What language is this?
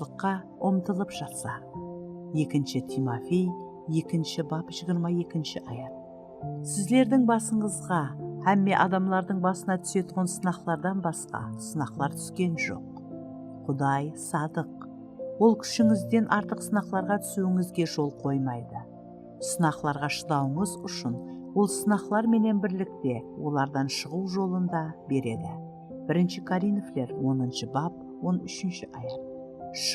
Kara-Kalpak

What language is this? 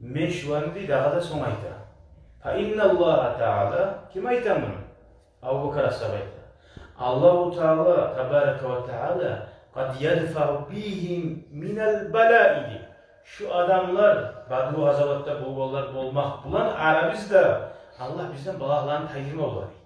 Kumyk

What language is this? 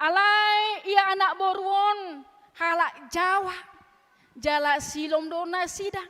Batak Toba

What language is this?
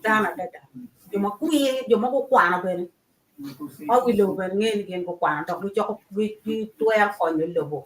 Acoli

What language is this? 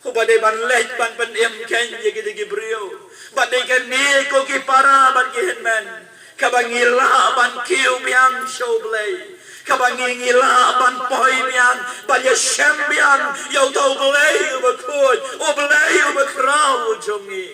Khasi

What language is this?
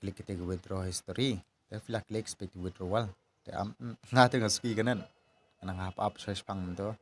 Khasi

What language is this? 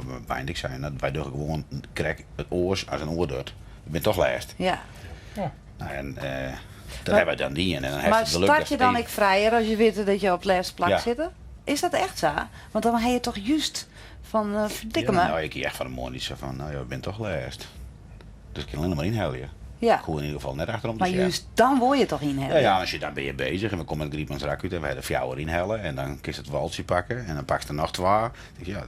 Western Frisian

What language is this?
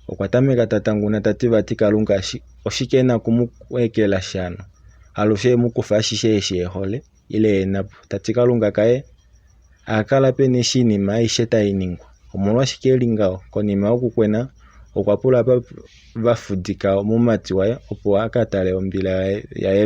Kuanyama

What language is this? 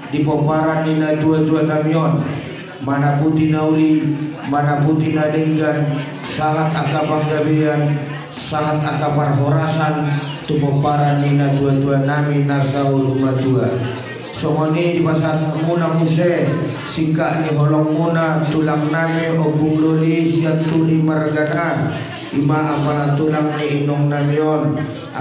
Batak Toba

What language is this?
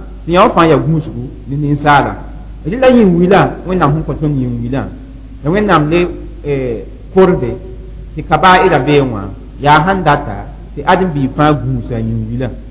Mossi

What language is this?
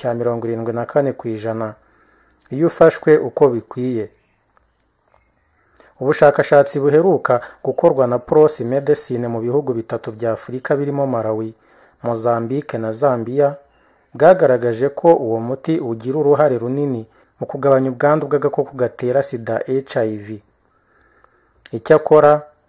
Kinyarwanda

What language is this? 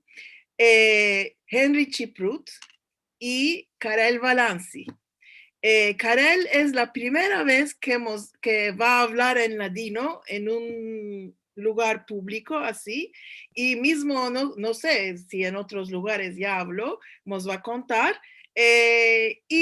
Ladino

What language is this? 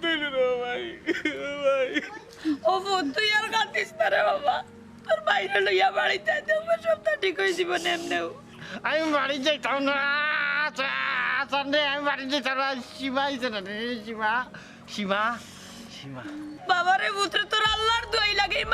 Sylheti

